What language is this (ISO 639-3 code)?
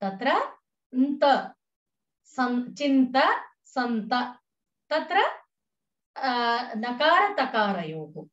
san